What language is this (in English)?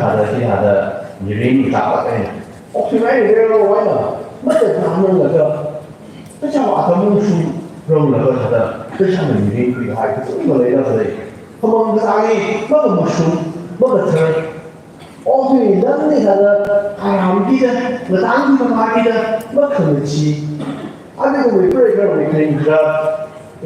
Tangkhul Naga (India)